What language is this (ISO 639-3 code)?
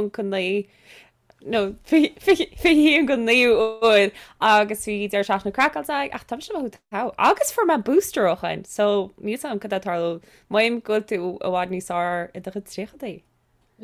gle